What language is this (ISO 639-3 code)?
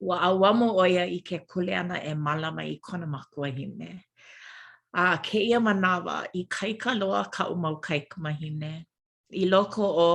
haw